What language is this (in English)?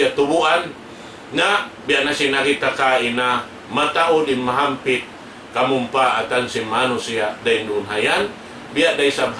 Tausug